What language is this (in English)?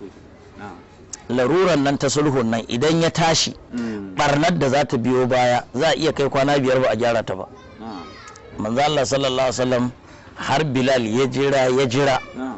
Hausa